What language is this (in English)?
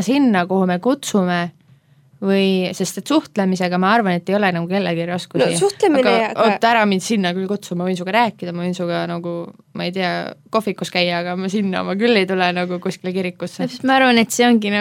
Estonian